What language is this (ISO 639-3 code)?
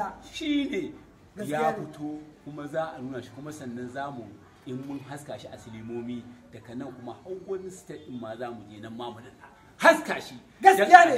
hau